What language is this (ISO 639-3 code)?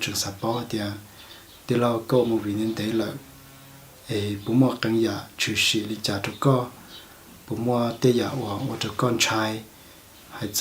hmn